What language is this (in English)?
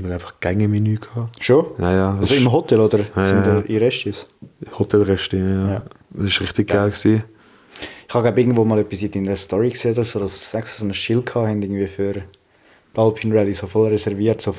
Swiss German